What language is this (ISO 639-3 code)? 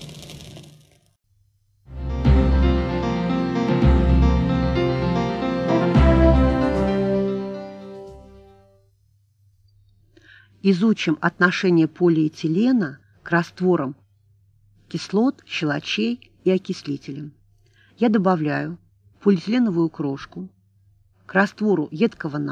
rus